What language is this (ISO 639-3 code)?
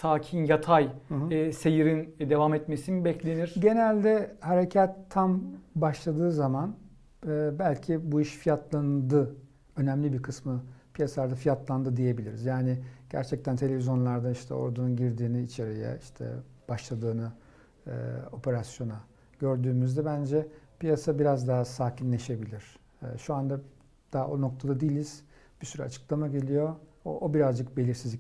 tur